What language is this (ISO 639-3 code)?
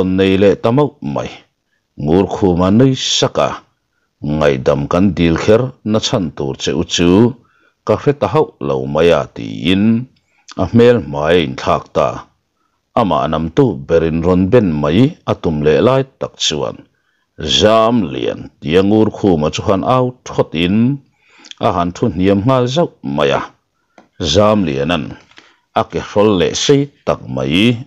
lus